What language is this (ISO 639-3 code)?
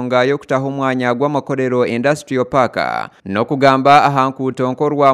nyn